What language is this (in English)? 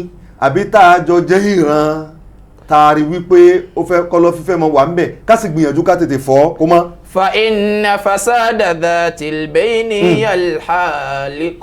Yoruba